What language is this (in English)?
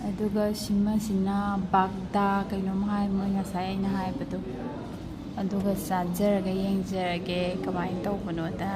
Manipuri